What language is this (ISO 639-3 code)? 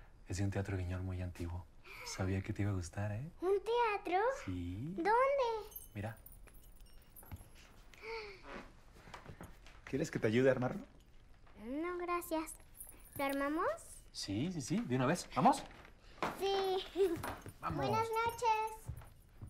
spa